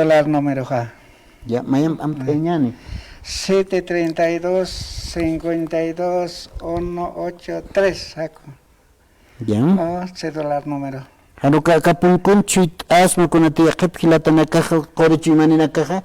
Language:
Aymara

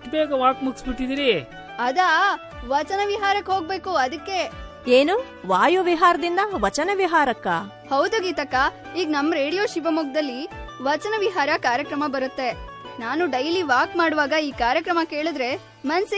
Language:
Kannada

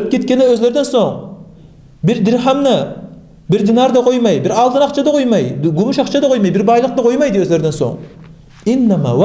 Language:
Kumyk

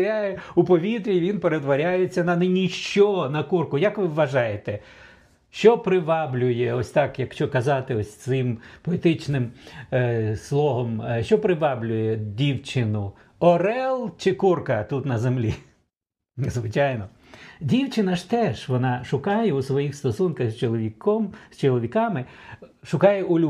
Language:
Ukrainian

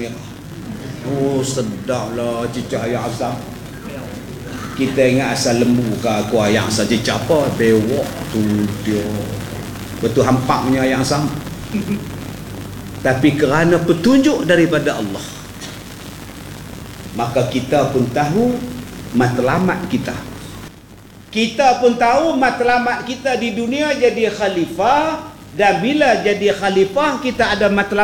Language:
Malay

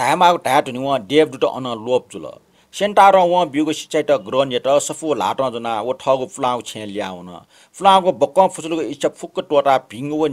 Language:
Newari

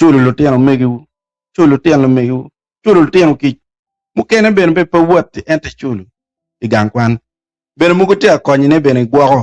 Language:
Acoli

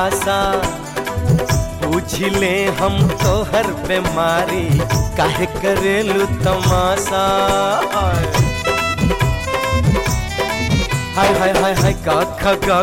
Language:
Bhojpuri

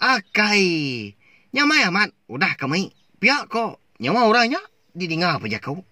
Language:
Iban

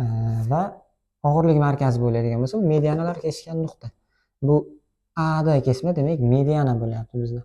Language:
Uzbek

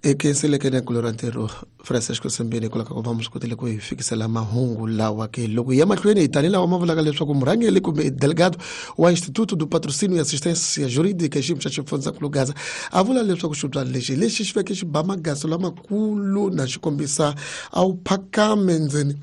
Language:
Tsonga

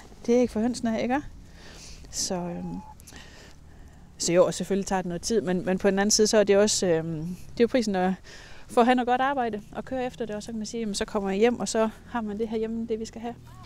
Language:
Danish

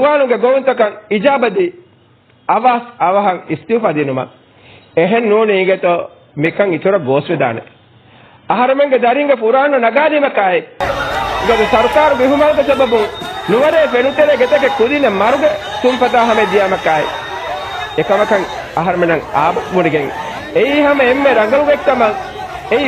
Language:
Divehi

